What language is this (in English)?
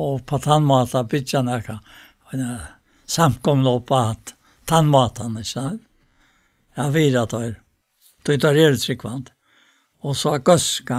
Faroese